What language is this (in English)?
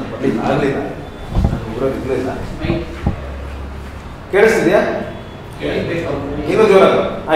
Kannada